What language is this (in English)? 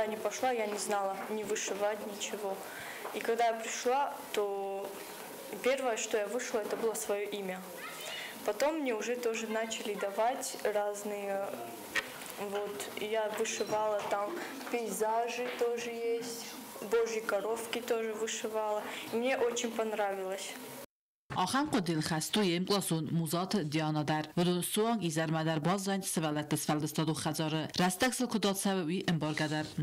Ossetic